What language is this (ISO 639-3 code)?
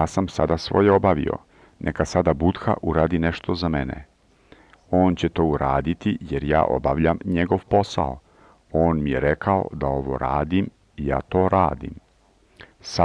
srp